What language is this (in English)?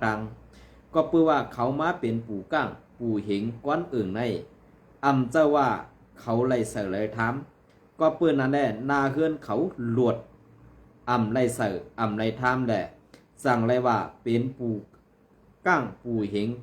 Shan